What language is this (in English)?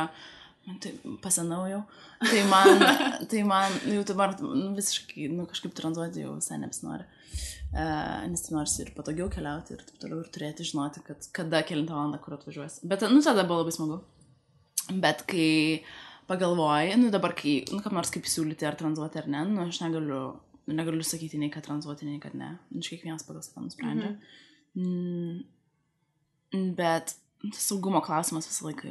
Lithuanian